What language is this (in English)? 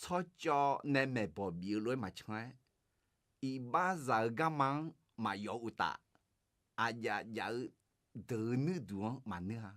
Akha